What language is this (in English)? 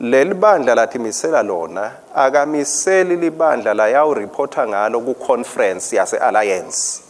Swati